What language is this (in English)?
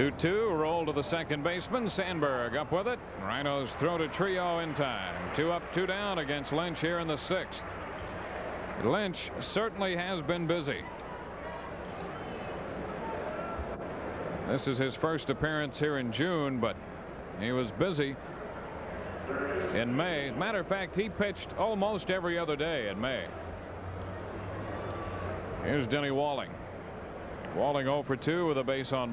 English